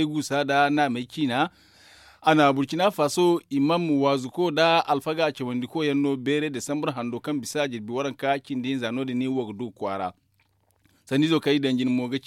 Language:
Zarma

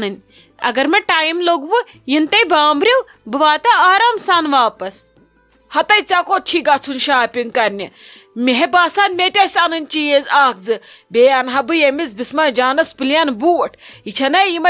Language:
Kashmiri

